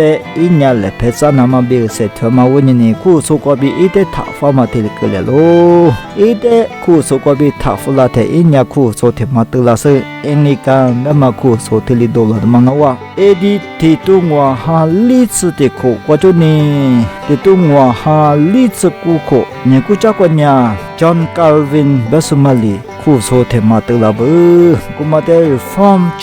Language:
Lisu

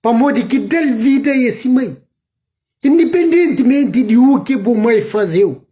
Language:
Kabuverdianu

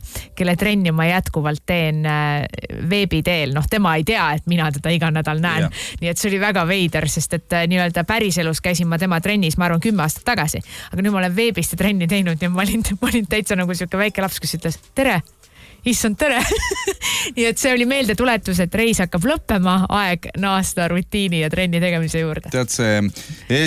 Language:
Estonian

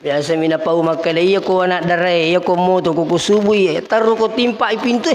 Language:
Buginese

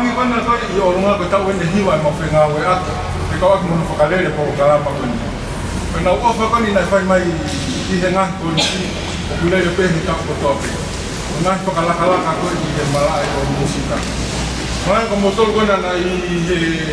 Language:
Tongan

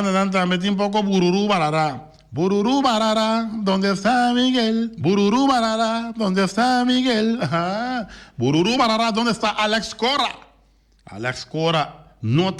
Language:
Papiamento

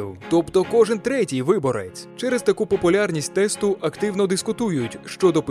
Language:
Ukrainian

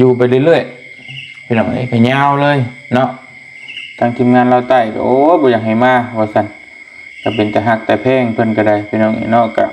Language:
Lao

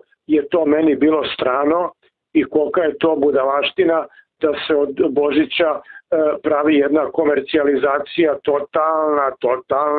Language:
Serbian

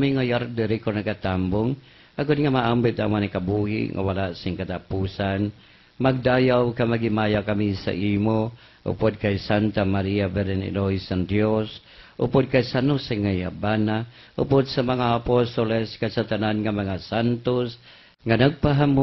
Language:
Hiligaynon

